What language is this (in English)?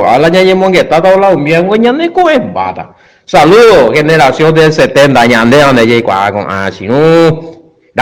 Guarani